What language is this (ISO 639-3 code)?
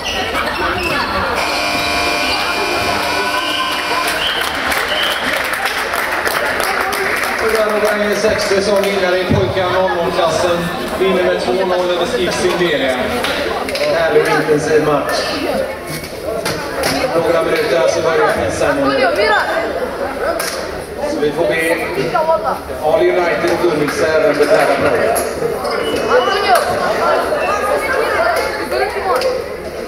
swe